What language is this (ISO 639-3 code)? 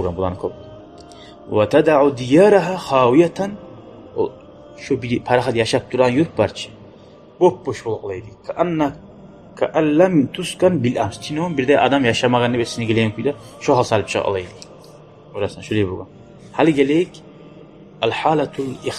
kum